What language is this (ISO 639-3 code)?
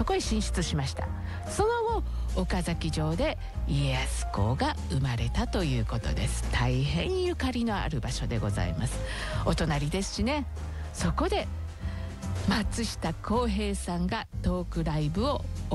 jpn